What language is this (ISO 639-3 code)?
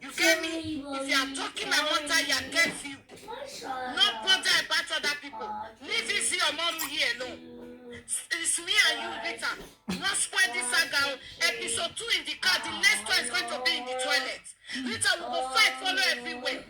pcm